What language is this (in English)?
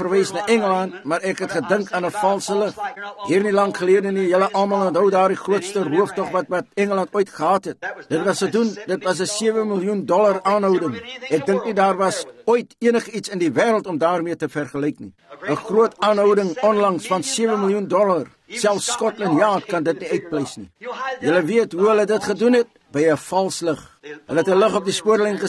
Afrikaans